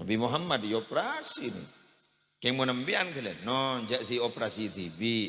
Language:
Madurese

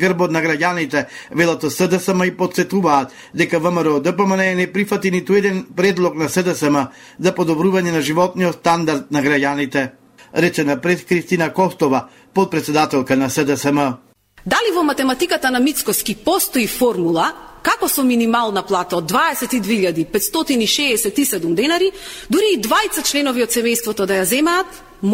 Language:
Macedonian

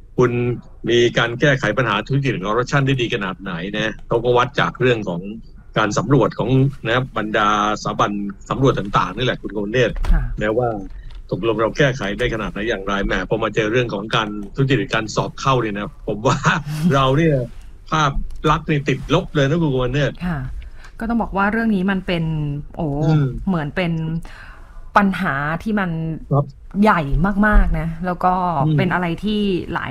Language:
Thai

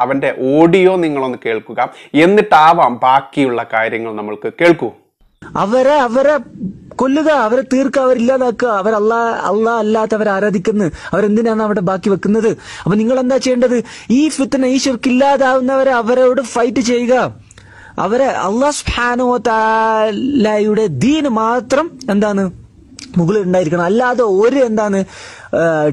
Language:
Malayalam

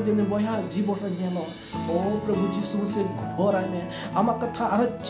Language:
Santali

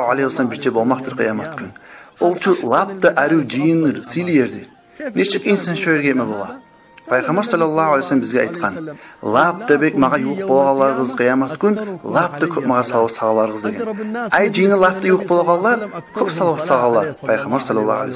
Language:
Kumyk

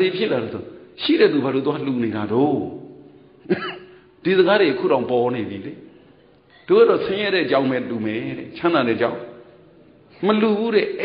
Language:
Burmese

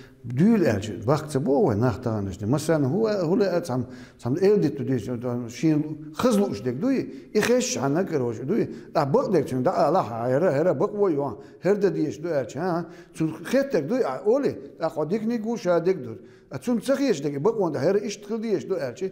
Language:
Chechen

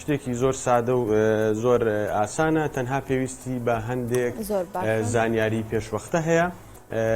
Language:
Central Kurdish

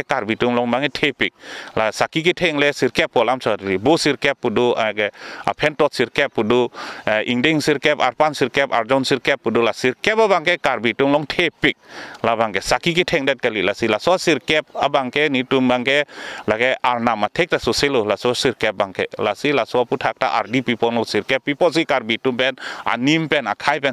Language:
Karbi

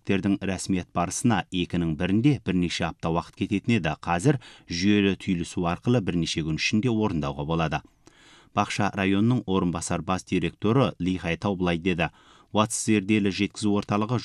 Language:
Kazakh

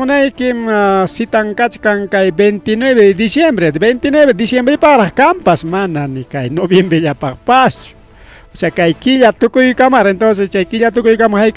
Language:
Ayacucho Quechua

